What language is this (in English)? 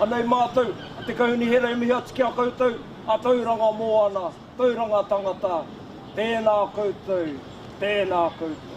Māori